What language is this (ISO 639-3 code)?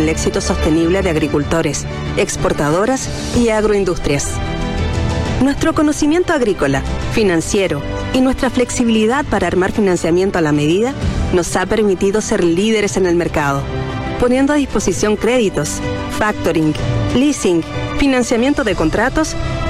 spa